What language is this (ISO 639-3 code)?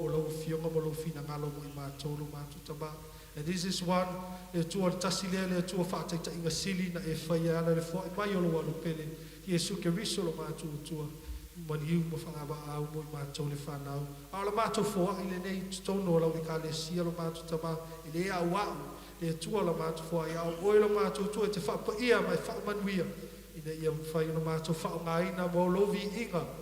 smo